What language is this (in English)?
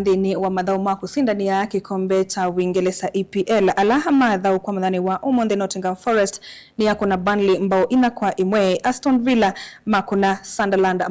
Kamba